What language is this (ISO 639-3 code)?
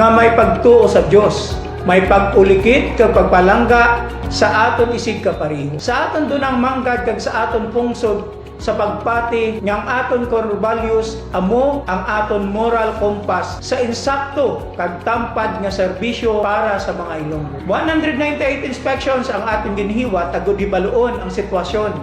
hil